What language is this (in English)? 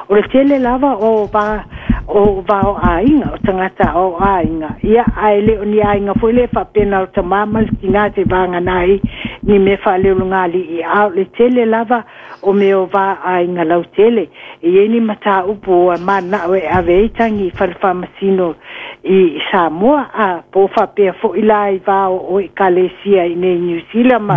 Samoan